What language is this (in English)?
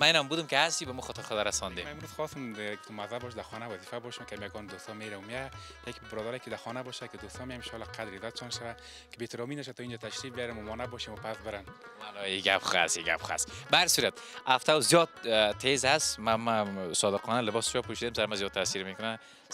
Persian